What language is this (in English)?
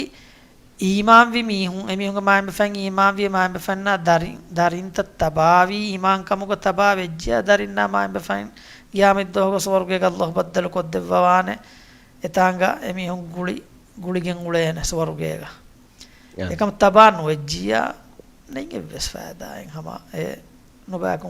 Divehi